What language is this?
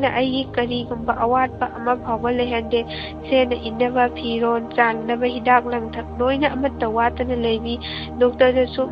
Manipuri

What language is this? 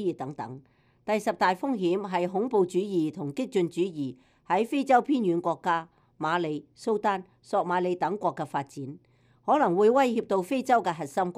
Cantonese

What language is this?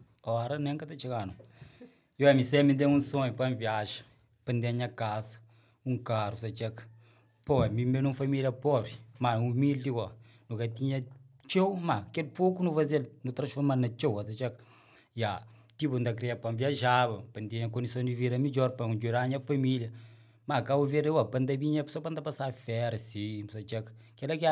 Kabuverdianu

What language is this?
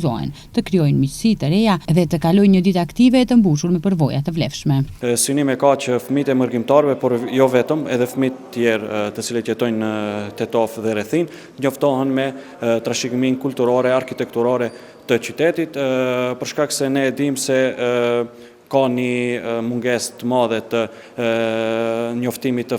Albanian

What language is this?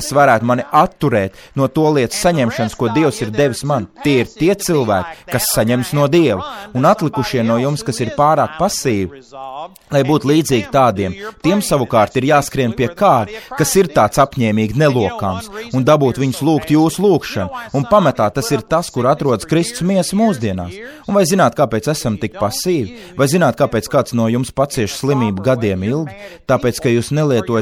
Latvian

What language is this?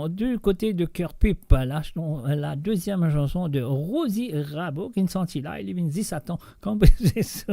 Morisyen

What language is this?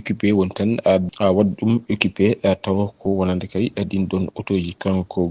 Fula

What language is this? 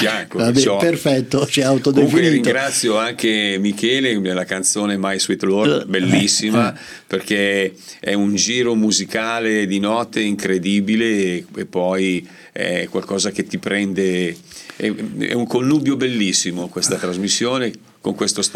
Italian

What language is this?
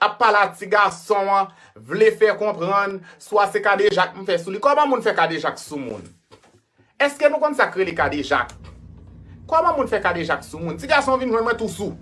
Haitian Creole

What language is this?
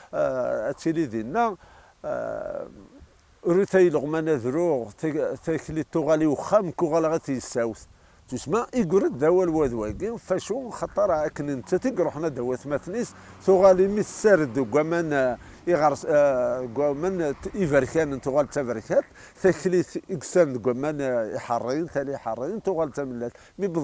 Kabyle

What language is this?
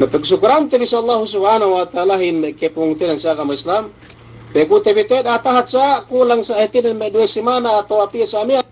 Yakan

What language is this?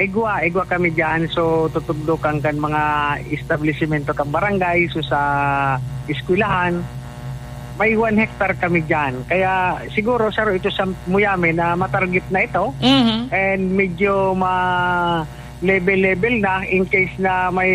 Bikol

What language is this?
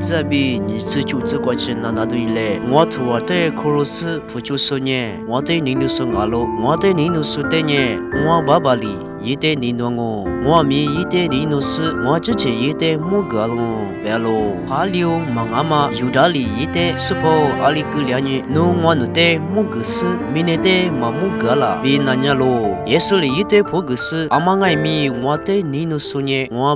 Lisu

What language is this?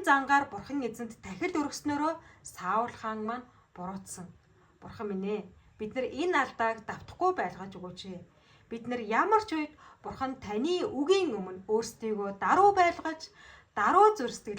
Mongolian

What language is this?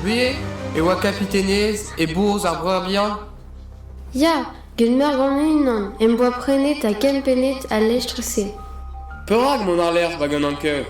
Breton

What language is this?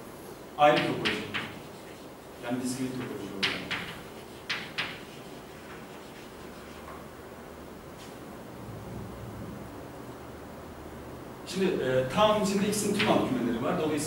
Turkish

